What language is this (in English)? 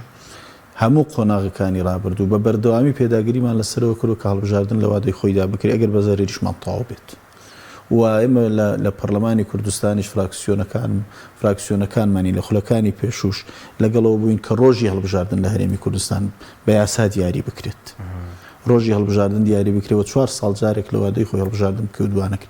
Central Kurdish